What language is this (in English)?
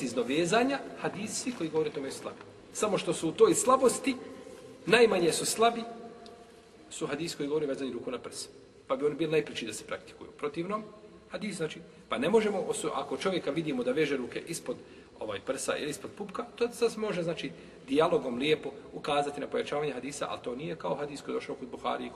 Bosnian